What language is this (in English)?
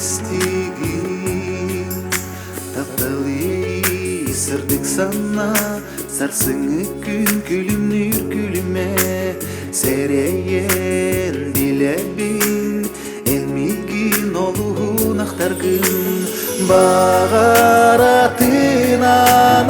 Yakut